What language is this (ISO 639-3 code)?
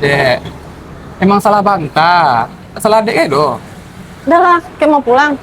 min